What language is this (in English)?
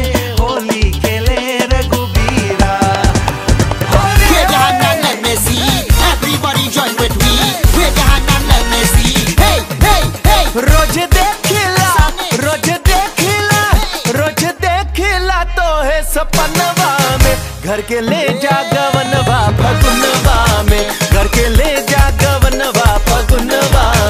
Bhojpuri